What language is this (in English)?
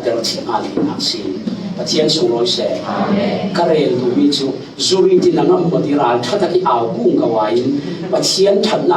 Falam Chin